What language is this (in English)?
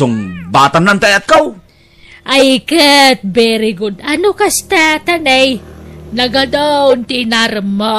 Iloko